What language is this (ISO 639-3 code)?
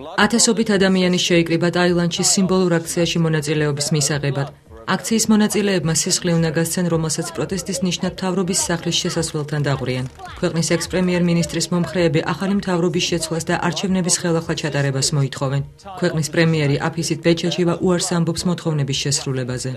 kat